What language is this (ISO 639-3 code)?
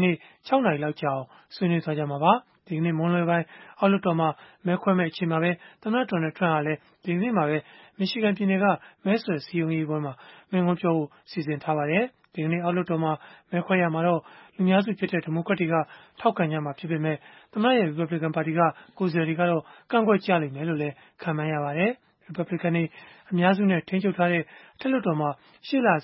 mya